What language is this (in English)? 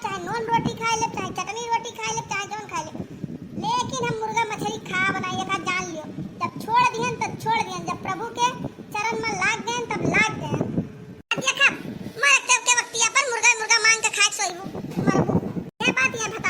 Awadhi